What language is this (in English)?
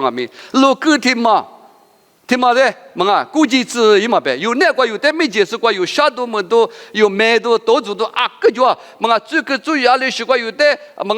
Lisu